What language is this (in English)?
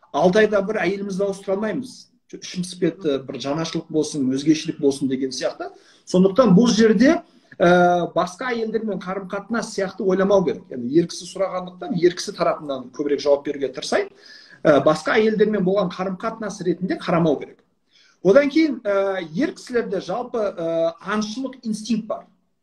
Kazakh